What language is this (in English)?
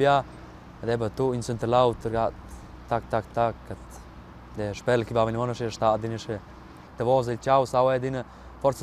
Romansh